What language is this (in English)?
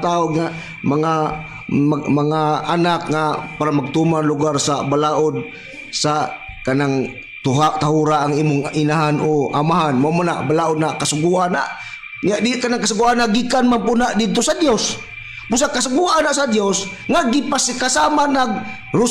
Cebuano